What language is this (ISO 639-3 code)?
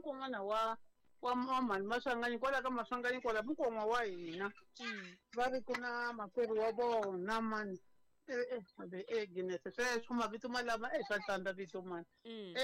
tso